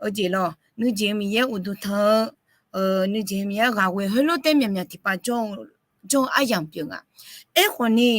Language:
Akha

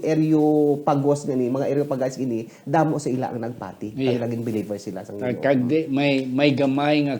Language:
Hiligaynon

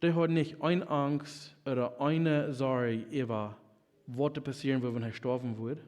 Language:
Plautdietsch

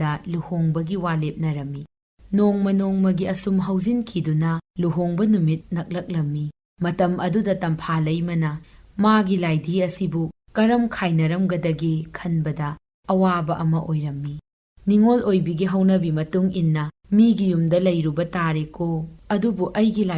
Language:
Manipuri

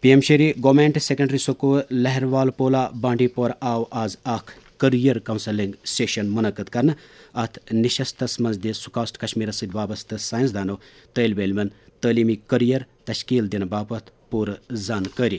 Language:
Kashmiri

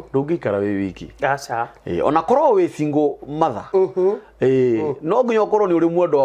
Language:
Kikuyu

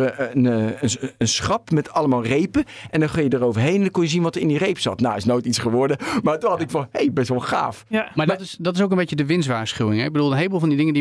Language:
Dutch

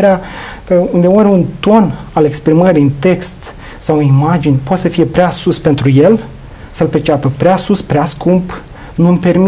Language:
Romanian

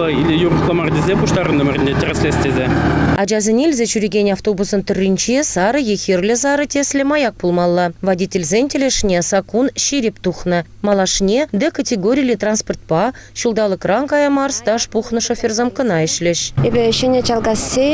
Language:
Chuvash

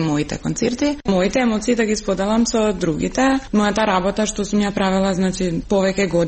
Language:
Macedonian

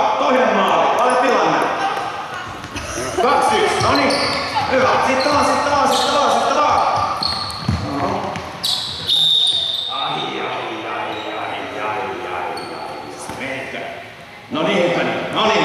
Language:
Finnish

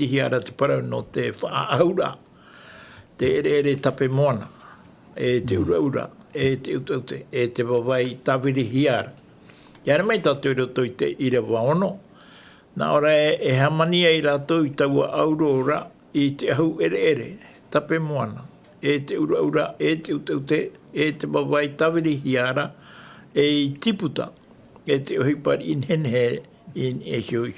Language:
Tahitian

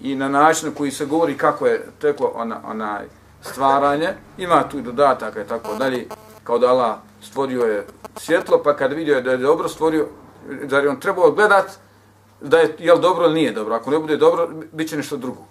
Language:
Bosnian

